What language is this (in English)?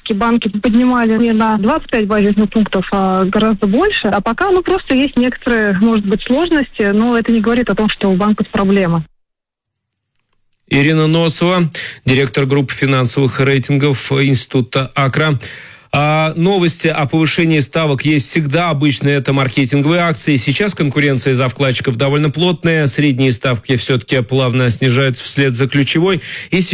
Russian